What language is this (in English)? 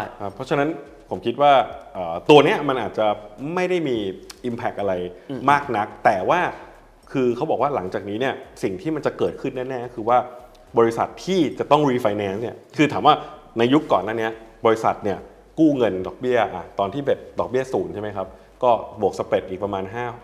Thai